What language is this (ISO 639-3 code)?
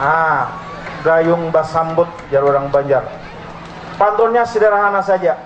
bjn